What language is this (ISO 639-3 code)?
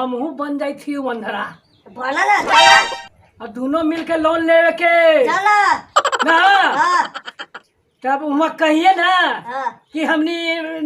mag